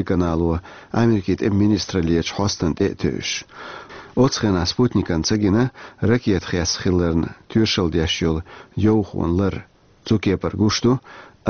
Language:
Chechen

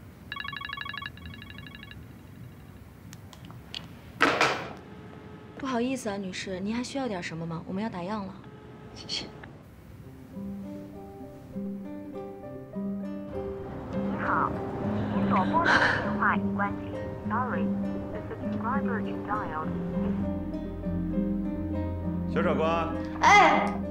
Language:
Chinese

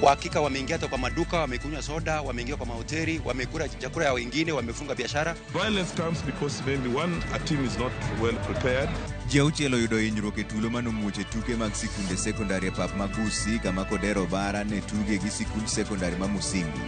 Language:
Luo (Kenya and Tanzania)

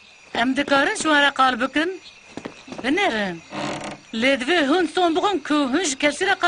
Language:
Kurdish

